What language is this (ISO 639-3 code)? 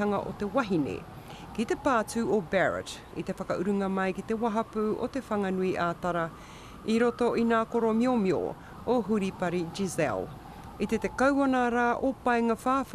mri